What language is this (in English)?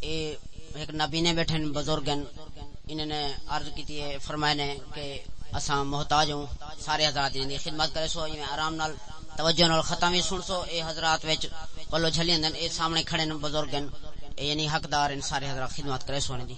Saraiki